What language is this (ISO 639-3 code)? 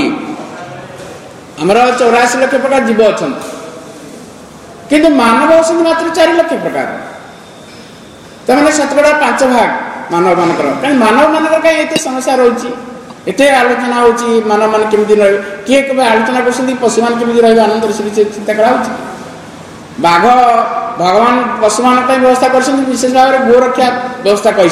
ori